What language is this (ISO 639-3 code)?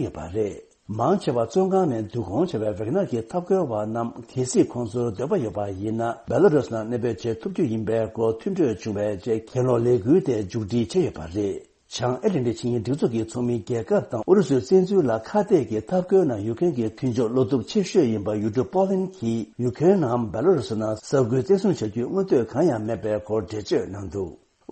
bod